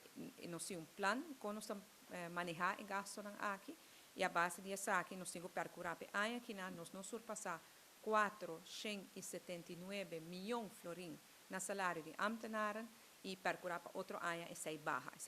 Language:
Papiamento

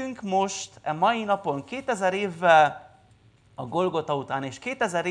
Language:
Hungarian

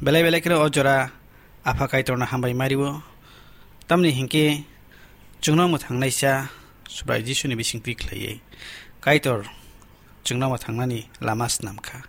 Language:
Kok Borok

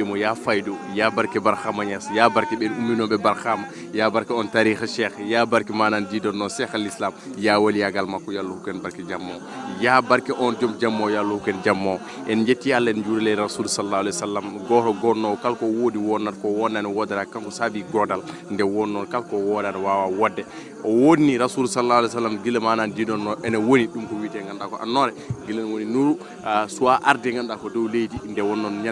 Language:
Fula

